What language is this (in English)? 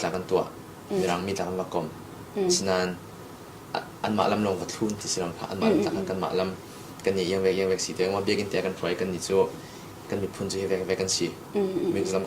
Falam Chin